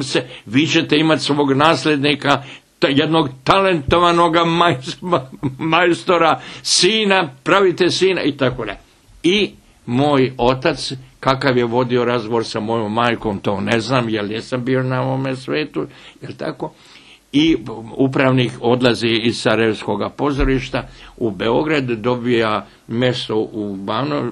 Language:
Bosnian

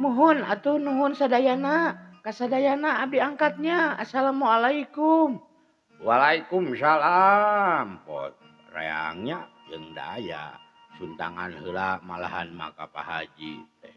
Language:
Sundanese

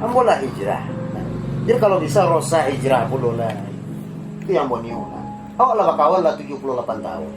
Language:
Minangkabau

